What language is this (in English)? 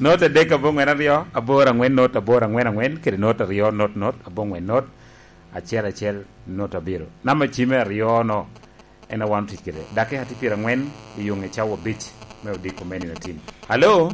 Lango (Uganda)